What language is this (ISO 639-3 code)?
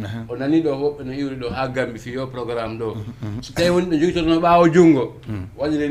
ful